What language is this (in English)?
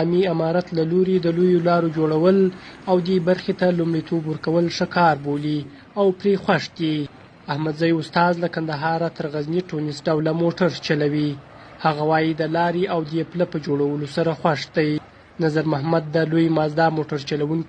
Pashto